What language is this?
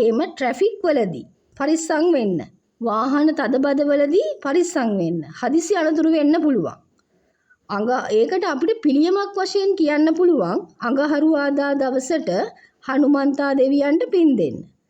Sinhala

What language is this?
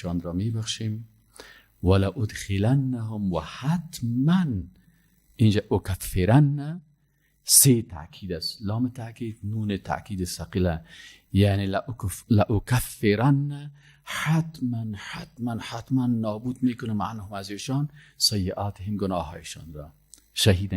Persian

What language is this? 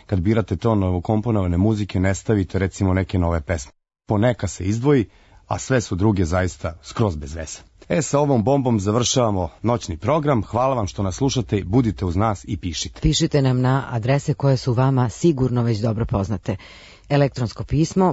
Serbian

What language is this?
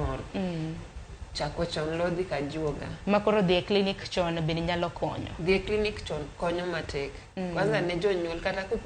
Luo (Kenya and Tanzania)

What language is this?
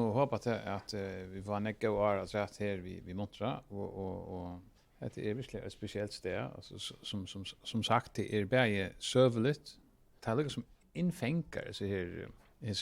Faroese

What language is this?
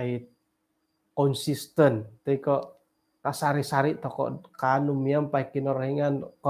Central Dusun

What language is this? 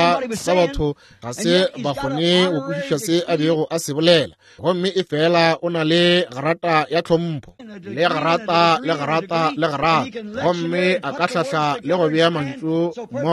Northern Sotho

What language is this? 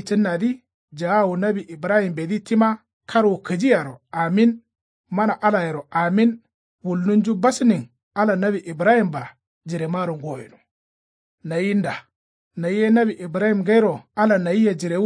Kanuri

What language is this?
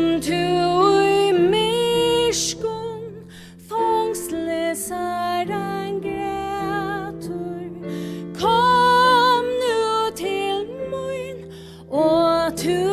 Faroese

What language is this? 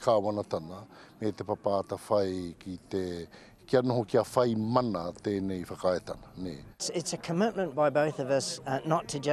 Māori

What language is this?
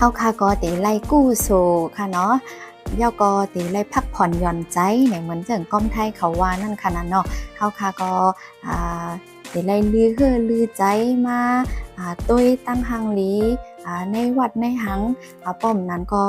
Shan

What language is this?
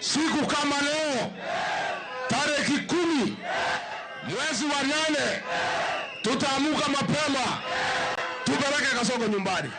Luo (Kenya and Tanzania)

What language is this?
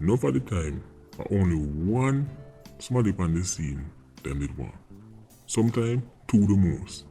Jamaican Creole English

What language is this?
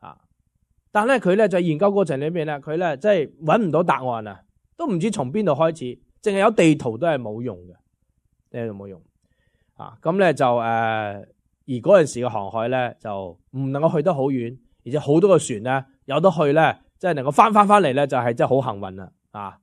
Cantonese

